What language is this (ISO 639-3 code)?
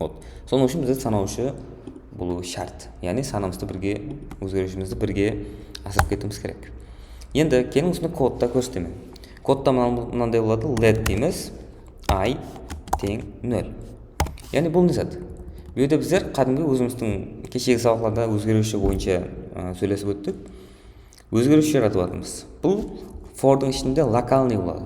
kaa